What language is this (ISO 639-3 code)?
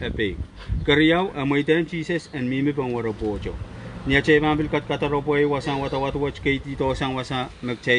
pon